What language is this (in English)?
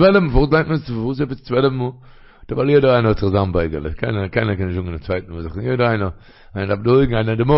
Yiddish